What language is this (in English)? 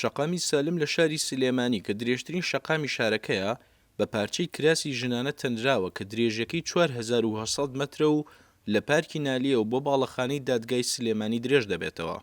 Central Kurdish